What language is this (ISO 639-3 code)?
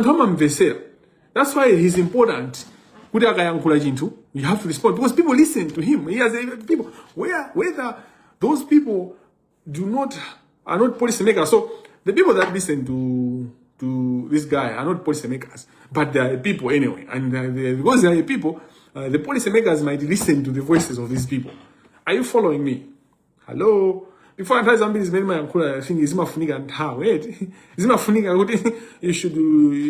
nya